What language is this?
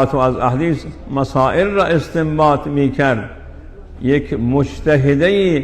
Persian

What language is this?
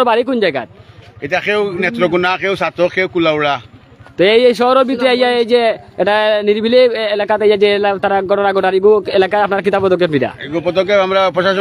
Sylheti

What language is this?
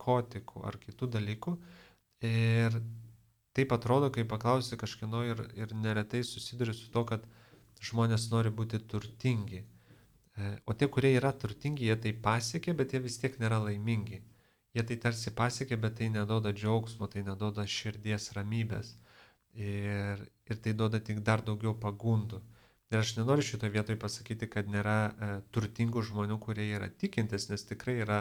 Lithuanian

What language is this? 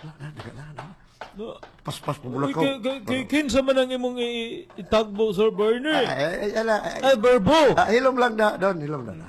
Cebuano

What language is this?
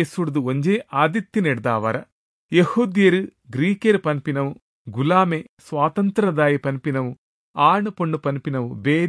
Tulu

